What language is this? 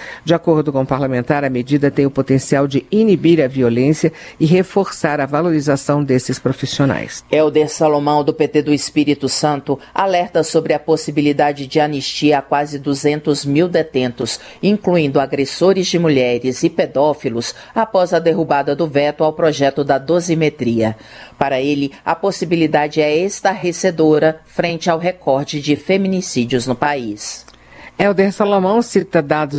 Portuguese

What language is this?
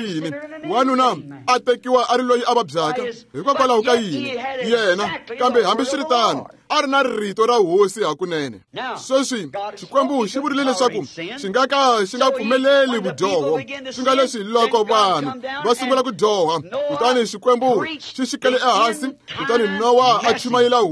Tsonga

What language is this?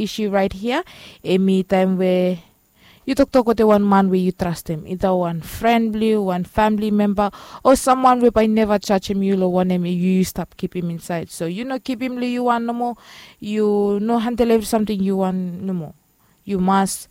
Bislama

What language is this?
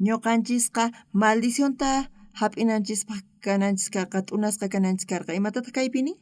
South Bolivian Quechua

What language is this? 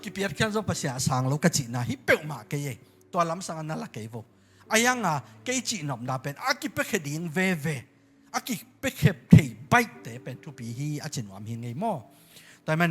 Tedim Chin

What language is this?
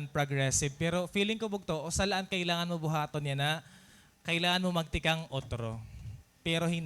Waray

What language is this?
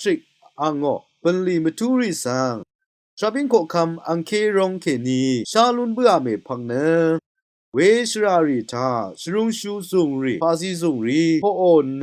Rawang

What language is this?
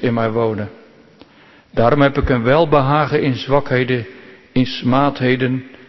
Dutch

